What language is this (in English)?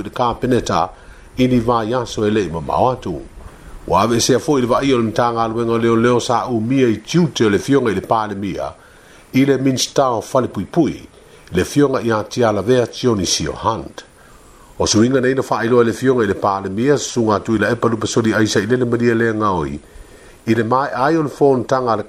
Samoan